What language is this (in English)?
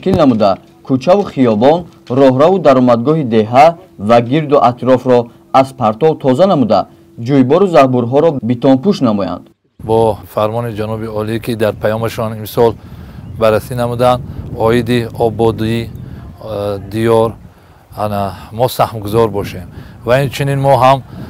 Tajik